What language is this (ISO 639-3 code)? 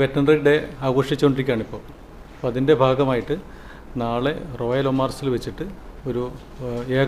mal